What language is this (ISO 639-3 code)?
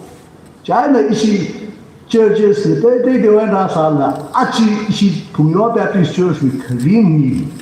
nmf